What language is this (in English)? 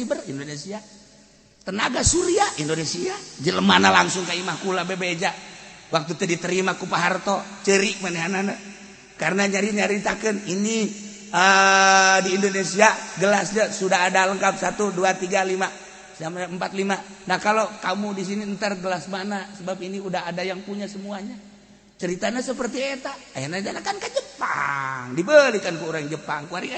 Sundanese